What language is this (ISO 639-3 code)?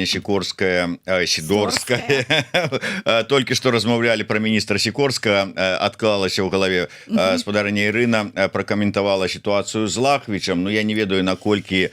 bel